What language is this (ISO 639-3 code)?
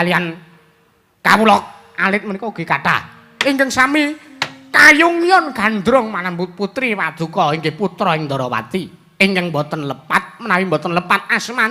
jav